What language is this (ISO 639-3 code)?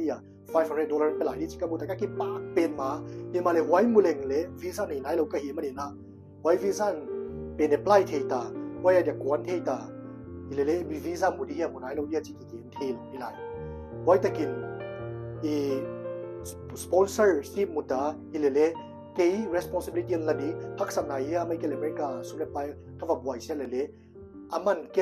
pck